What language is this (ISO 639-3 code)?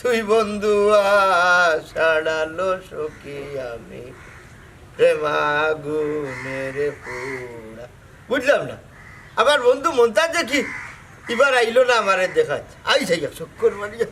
syl